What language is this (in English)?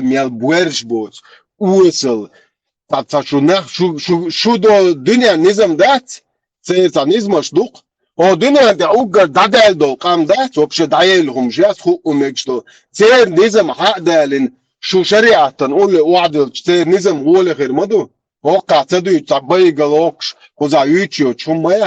Chechen